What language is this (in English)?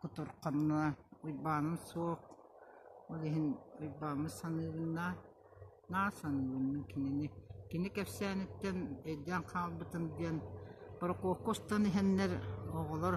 Yakut